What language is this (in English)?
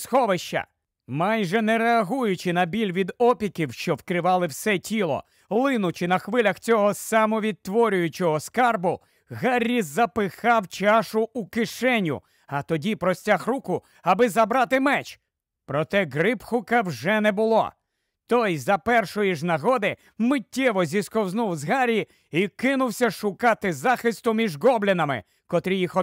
Ukrainian